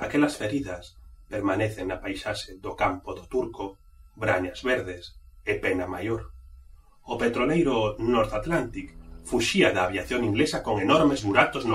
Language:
Galician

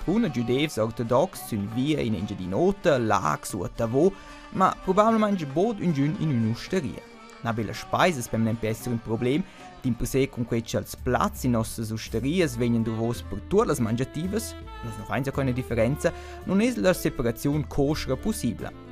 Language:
Romansh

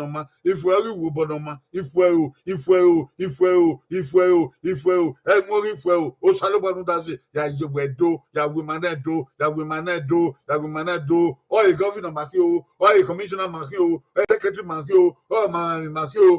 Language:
Bini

